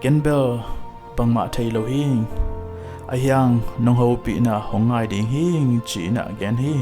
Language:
Tedim Chin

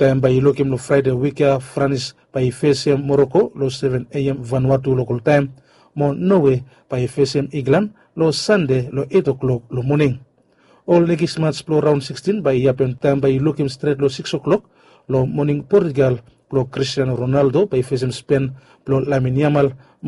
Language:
Bislama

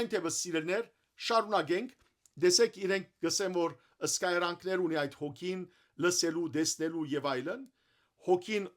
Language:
Western Armenian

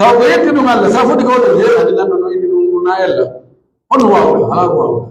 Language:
Pular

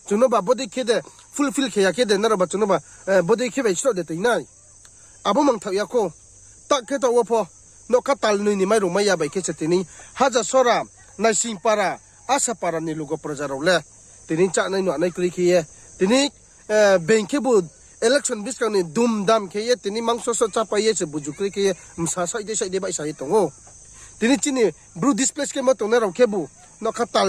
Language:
Riang (India)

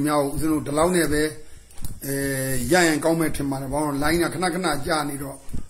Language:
Burmese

